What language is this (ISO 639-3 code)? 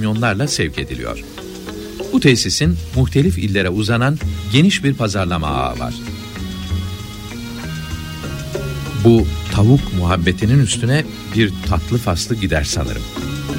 tur